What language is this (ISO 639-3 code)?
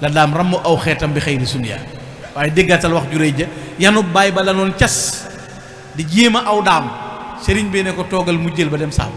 wol